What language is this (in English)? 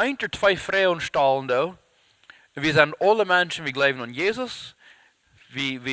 Plautdietsch